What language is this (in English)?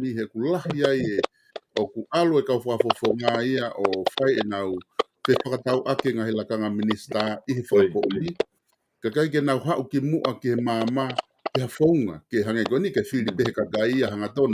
Tongan